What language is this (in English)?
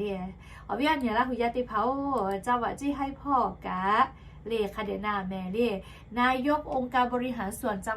Lahu